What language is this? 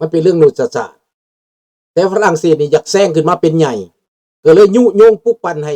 Lao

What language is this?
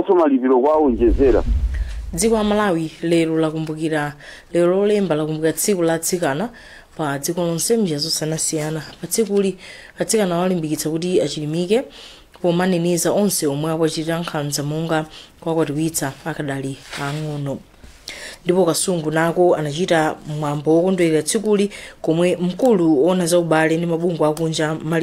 Nyanja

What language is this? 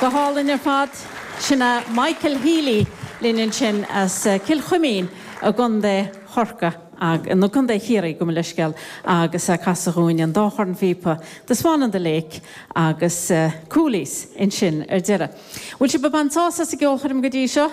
Irish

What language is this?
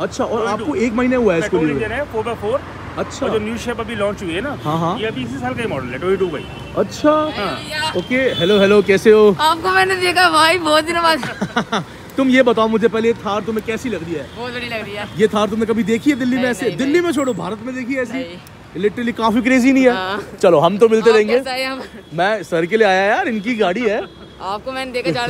Hindi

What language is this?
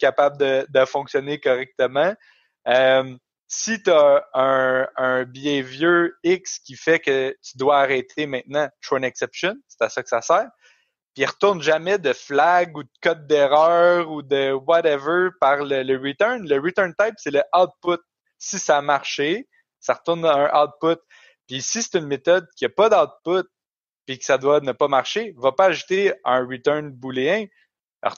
French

